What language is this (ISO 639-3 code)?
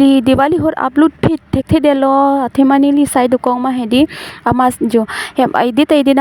mjw